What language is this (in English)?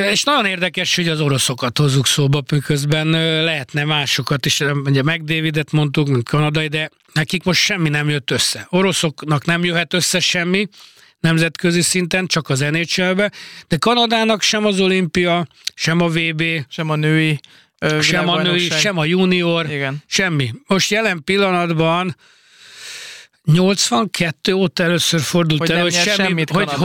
Hungarian